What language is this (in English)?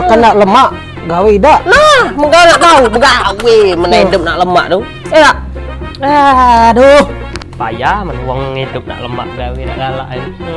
Musi